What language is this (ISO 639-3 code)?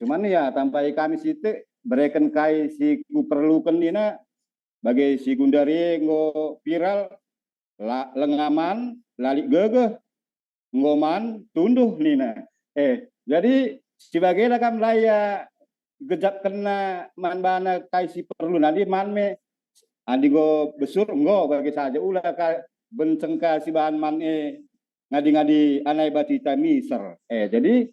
btx